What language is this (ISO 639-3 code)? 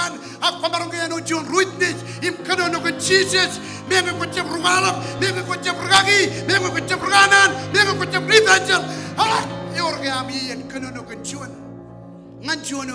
mah